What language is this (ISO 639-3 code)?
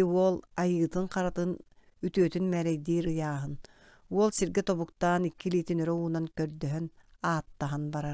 sah